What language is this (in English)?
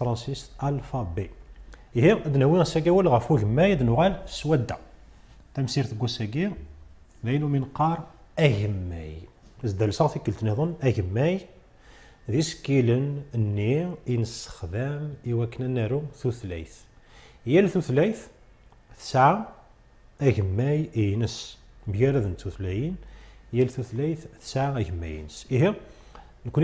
Kabyle